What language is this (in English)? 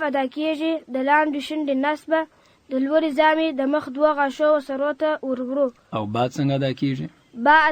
Pashto